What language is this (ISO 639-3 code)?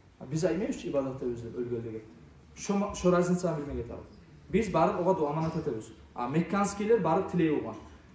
kum